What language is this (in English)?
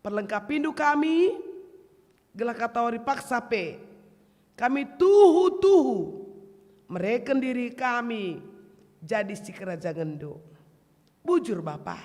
Batak Karo